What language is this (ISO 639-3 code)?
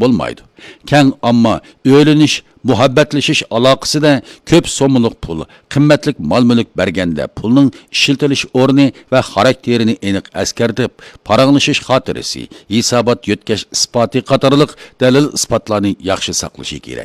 uig